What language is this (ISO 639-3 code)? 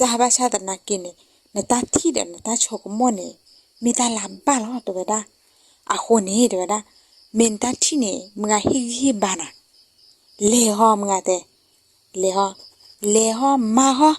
ksw